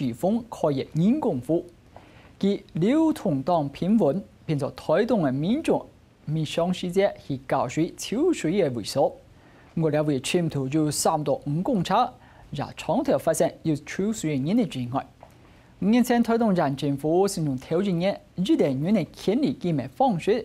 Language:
Hakka Chinese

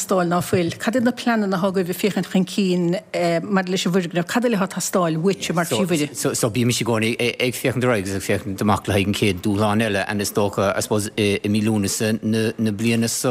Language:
Irish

